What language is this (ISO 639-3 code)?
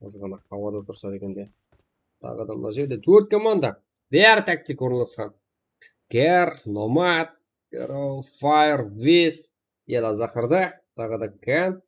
kaa